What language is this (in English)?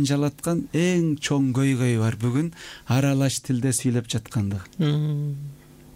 Kyrgyz